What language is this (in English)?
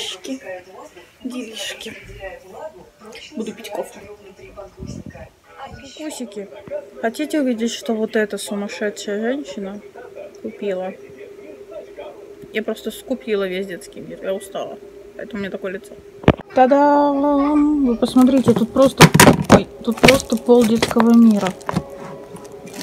Russian